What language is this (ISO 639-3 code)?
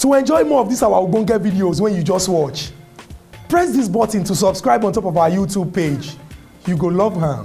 pcm